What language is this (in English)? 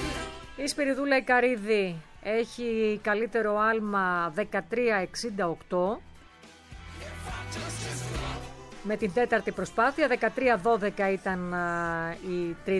Greek